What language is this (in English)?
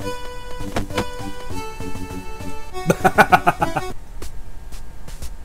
Hungarian